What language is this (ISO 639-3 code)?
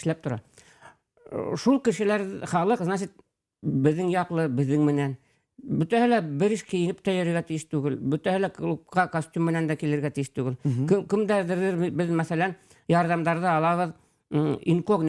bak